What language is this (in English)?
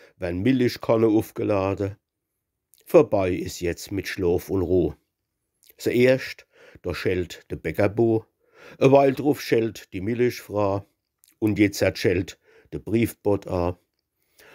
Palatine German